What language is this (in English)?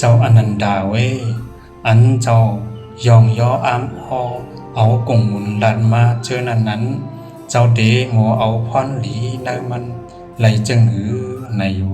Shan